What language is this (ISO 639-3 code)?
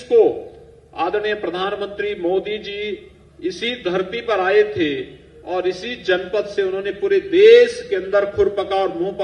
hin